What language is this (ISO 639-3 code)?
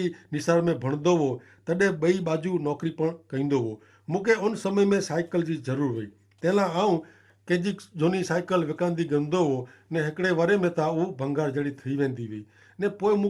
kfr